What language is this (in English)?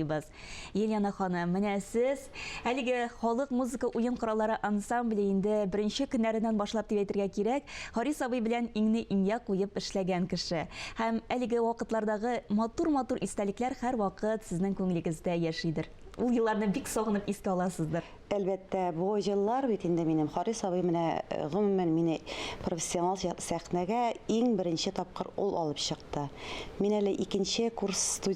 Tatar